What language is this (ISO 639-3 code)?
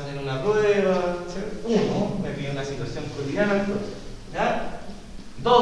spa